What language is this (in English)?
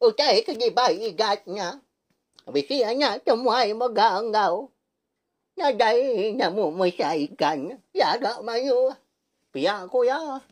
Iban